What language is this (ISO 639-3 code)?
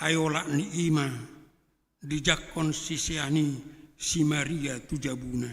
bbc